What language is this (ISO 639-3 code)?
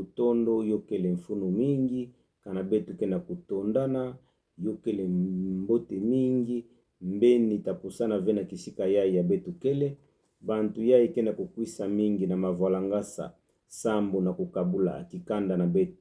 ktu